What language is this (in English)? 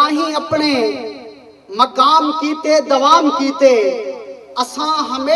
Saraiki